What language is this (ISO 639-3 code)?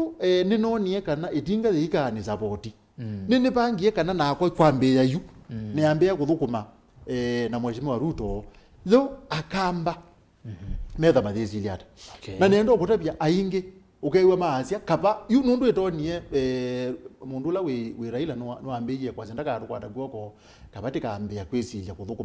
kam